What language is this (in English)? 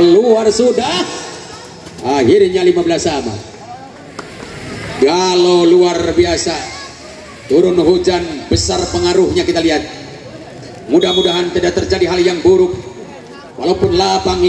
Indonesian